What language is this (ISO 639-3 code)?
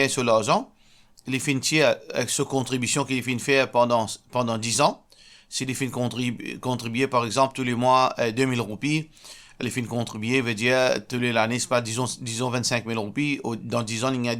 mfe